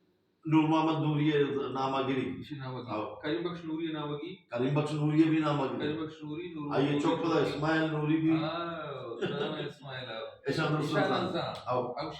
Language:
Baluchi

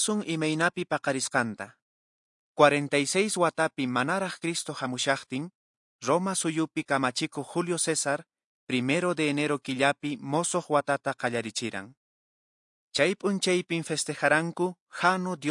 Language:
Quechua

